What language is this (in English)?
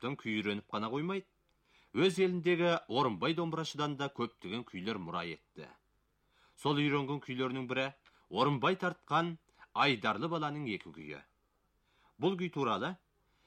Kazakh